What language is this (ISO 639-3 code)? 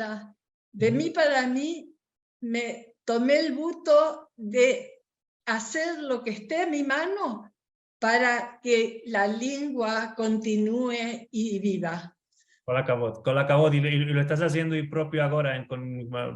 lad